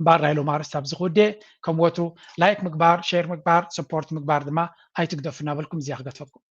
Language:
Tigrinya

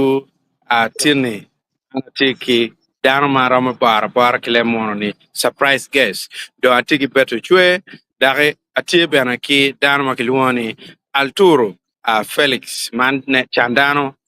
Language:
Acoli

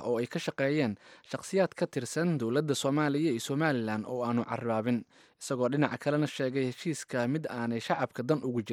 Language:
Somali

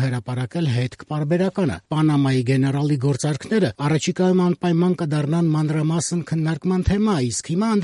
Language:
Armenian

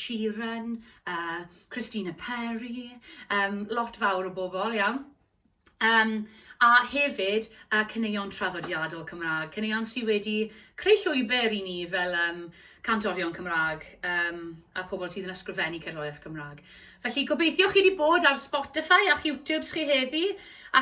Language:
Welsh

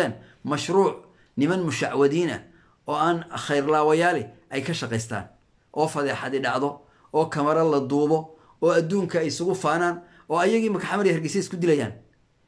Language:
Somali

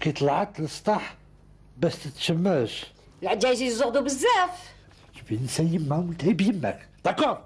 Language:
Algerian Arabic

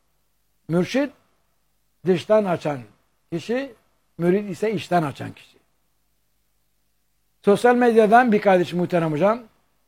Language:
Turkish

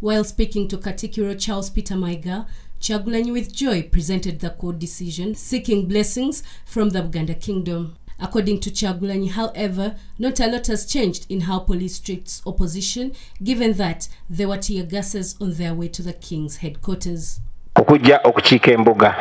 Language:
Ganda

